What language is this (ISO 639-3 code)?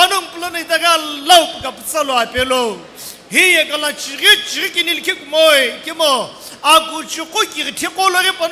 nsm